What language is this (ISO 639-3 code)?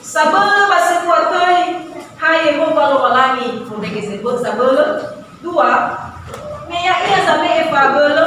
nia